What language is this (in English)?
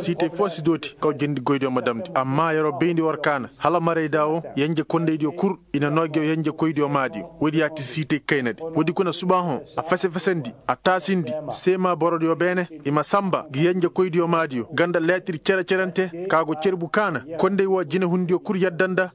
Koyraboro Senni